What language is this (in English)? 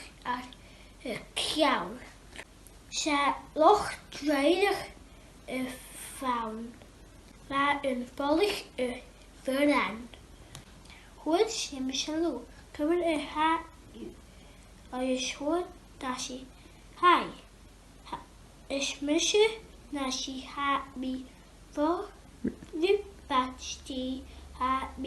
Scottish Gaelic